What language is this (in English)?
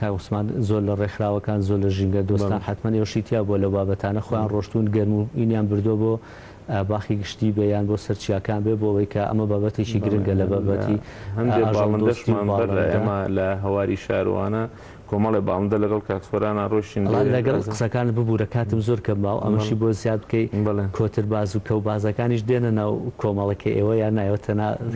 Central Kurdish